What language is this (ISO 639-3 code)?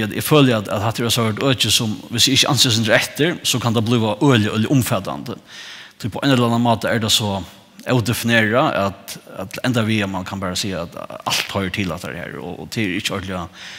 fao